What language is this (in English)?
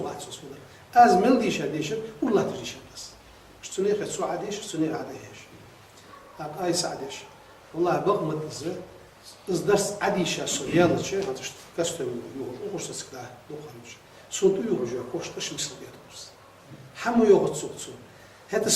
Ingush